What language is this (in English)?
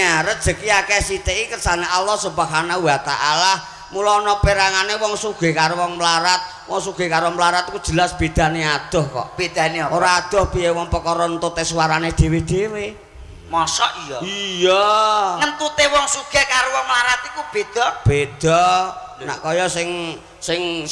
Javanese